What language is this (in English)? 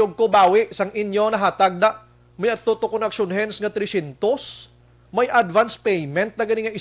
Hiligaynon